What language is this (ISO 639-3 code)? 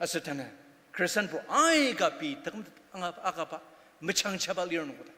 njo